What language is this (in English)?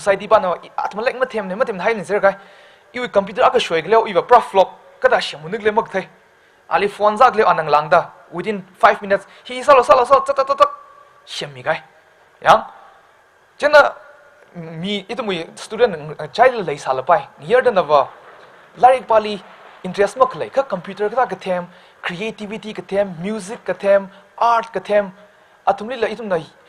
Tangkhul Naga (India)